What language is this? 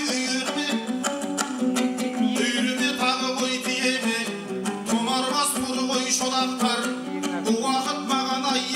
Kazakh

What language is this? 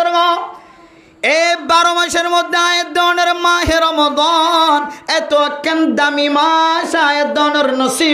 Rohingya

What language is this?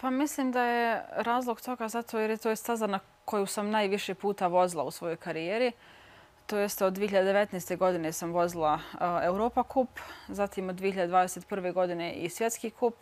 Bosnian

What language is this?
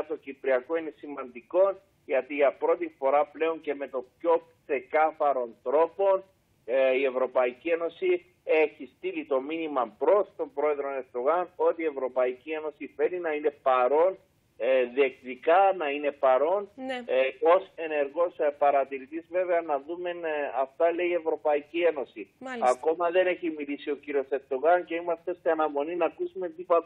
Greek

